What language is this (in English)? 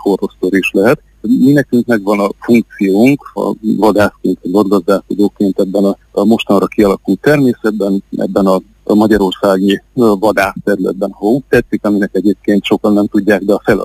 Hungarian